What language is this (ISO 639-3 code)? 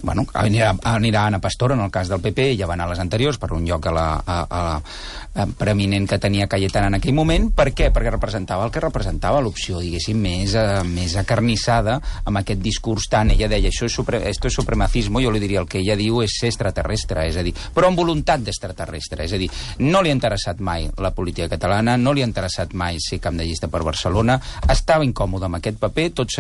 cat